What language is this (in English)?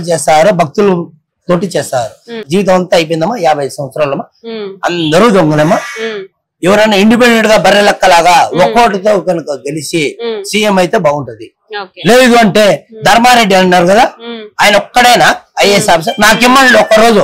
Telugu